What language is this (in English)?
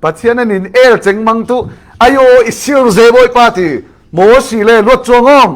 Falam Chin